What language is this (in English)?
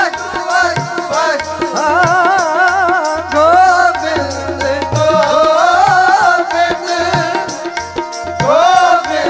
Punjabi